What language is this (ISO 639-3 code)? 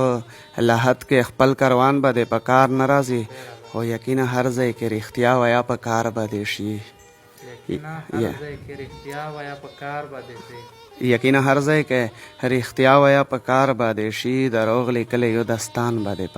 pus